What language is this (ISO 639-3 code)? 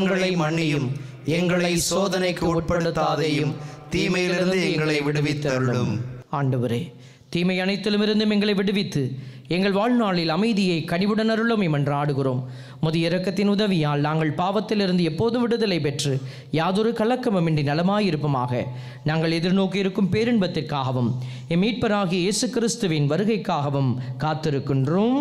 tam